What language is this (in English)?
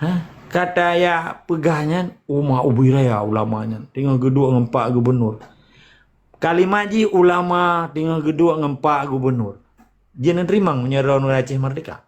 Achinese